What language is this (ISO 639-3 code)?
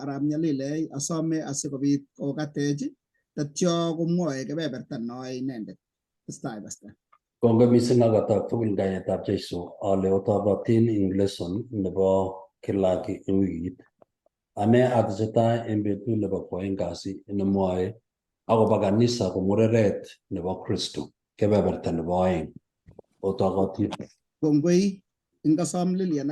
kln